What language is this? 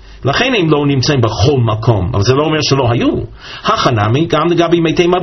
Hebrew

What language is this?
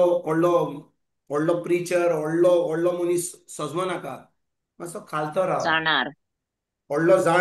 Konkani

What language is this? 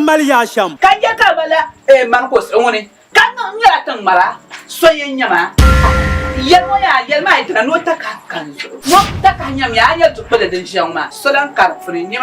Dagbani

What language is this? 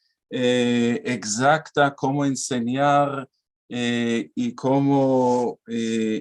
Ladino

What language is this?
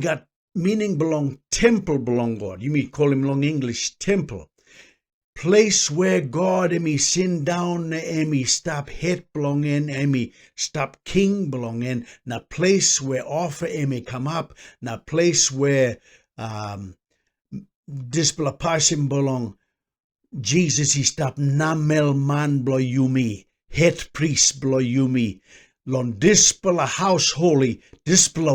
Tok Pisin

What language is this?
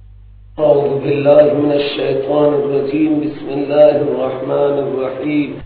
Persian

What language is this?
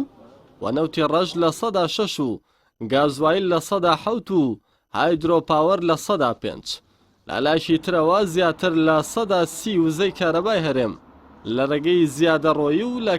Central Kurdish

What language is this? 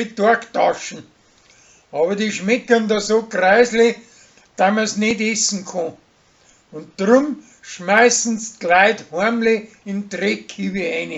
Bavarian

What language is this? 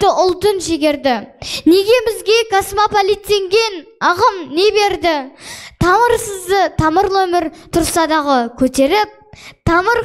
Kazakh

